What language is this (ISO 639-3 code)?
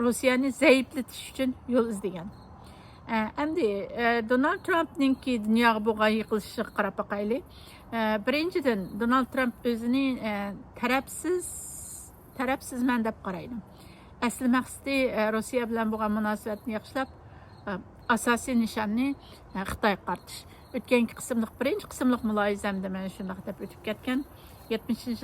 uig